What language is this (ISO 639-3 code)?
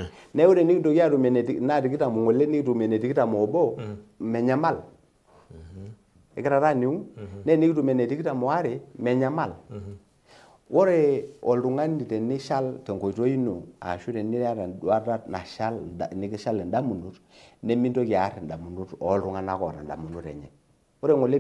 mas